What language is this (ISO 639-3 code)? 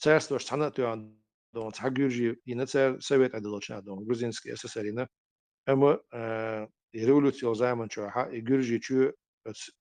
che